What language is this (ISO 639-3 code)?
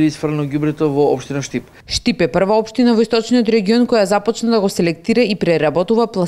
mkd